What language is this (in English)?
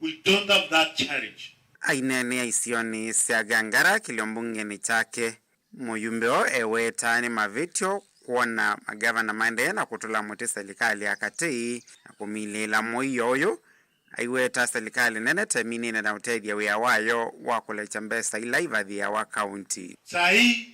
Kamba